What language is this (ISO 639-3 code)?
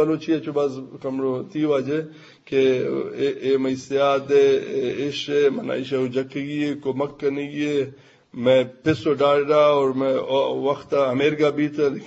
bgp